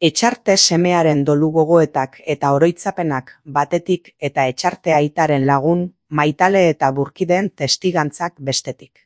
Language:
Basque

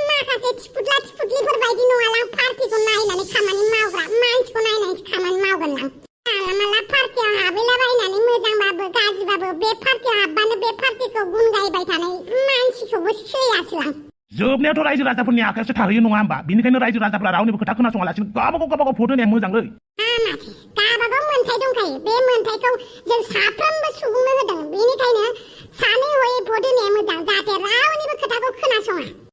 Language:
Bodo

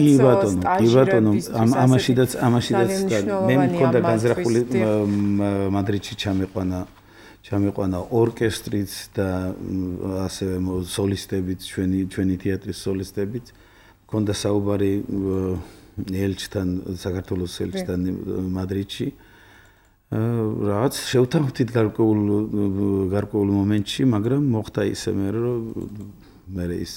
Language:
Georgian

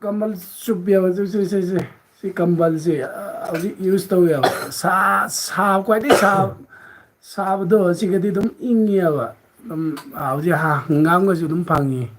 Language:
Manipuri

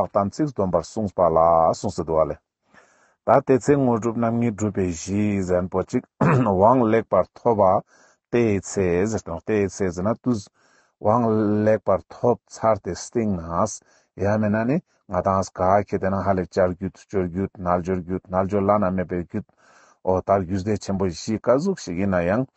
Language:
Ladakhi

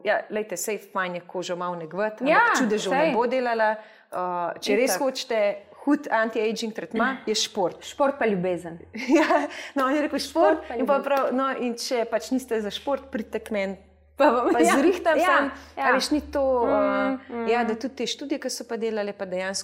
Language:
Slovenian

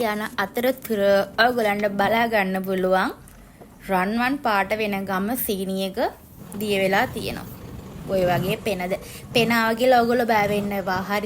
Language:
Sinhala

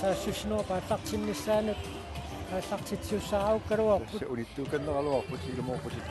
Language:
Kalaallisut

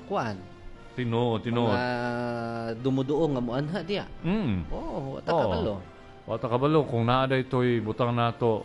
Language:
Cebuano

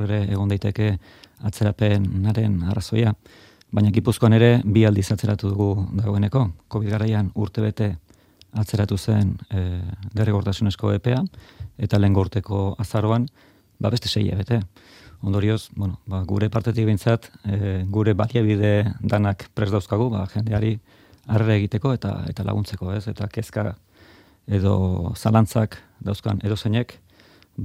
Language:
Basque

